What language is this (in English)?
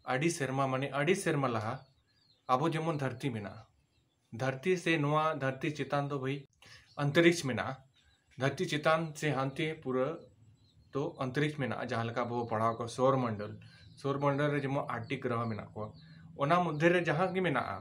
Santali